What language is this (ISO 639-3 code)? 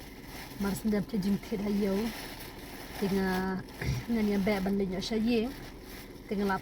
kha